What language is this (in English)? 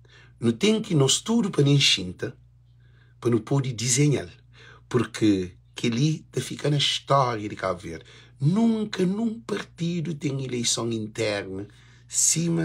Kabuverdianu